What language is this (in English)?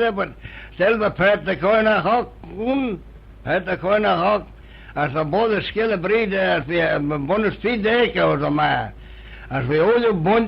Manx